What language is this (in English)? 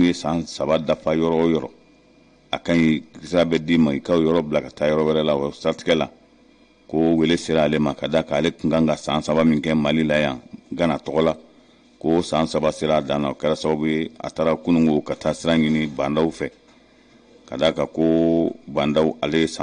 Bambara